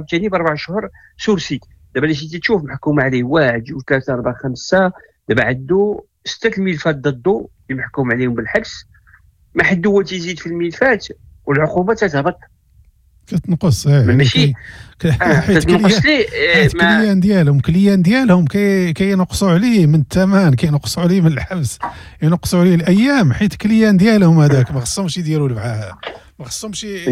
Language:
Moroccan Arabic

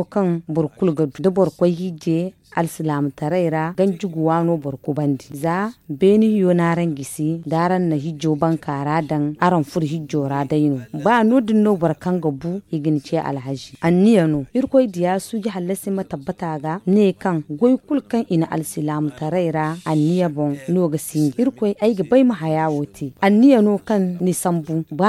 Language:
Zarma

